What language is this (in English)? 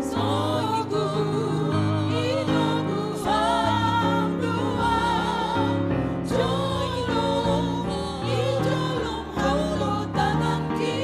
Batak Simalungun